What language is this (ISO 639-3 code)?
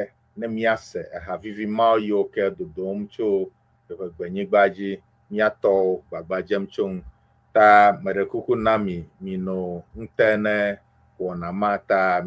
ewe